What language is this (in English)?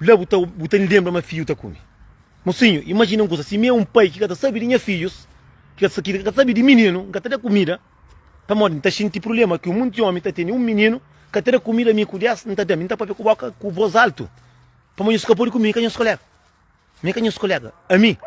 Kabuverdianu